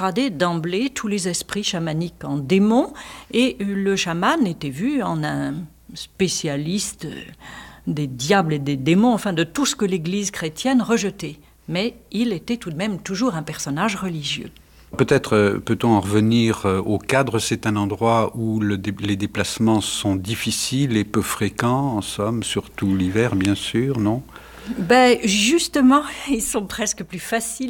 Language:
French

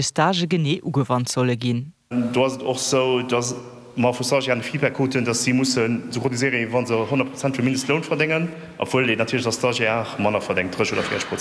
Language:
Luxembourgish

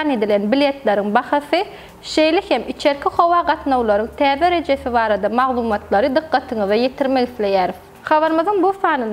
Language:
Turkmen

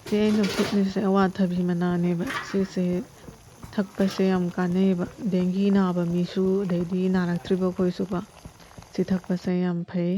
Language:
Manipuri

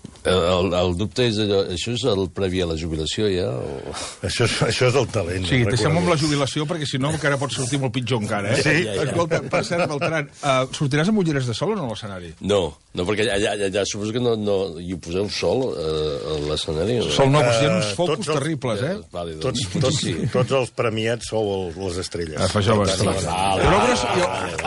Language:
Catalan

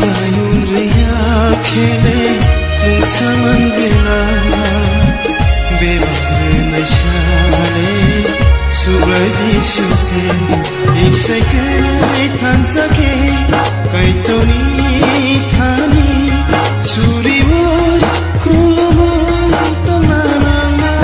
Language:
Kok Borok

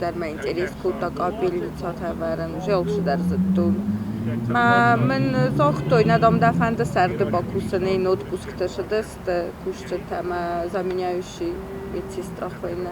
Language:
Ossetic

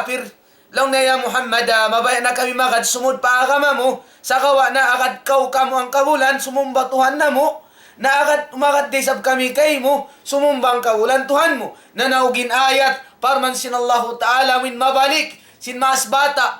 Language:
Tausug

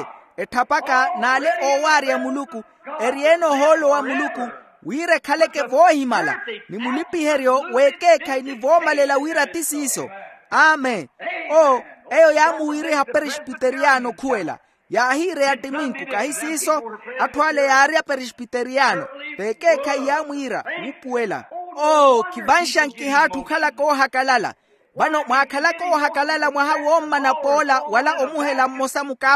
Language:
Makhuwa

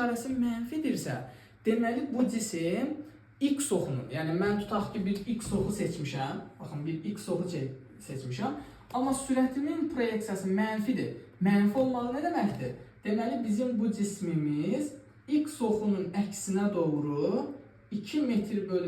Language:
Azerbaijani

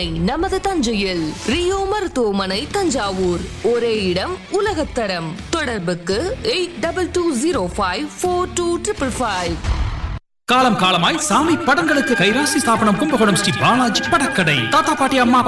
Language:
Tamil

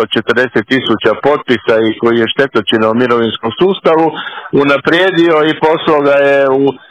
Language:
Croatian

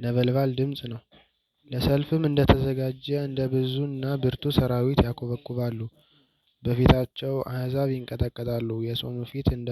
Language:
Amharic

